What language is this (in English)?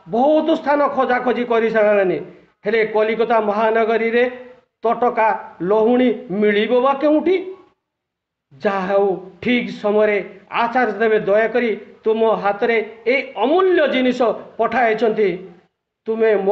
Odia